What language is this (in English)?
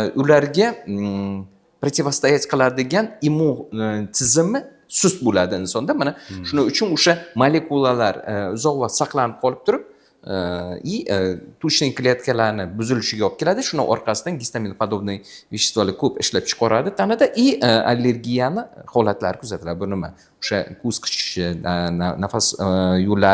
Uzbek